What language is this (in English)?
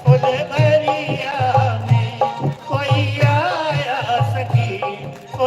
Dogri